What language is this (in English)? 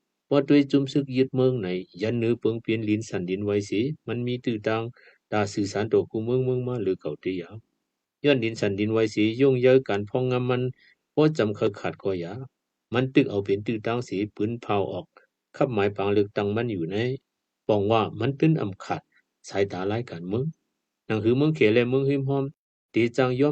Shan